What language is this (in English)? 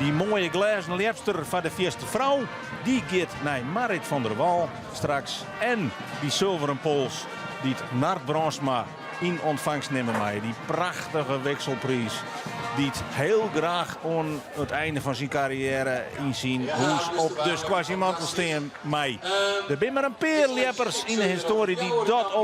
Western Frisian